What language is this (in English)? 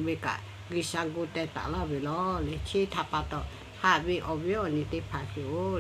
Lahu